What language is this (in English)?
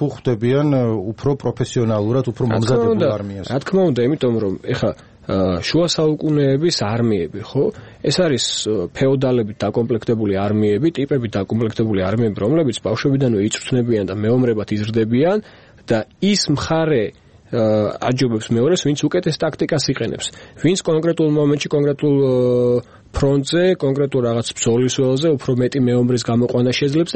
Georgian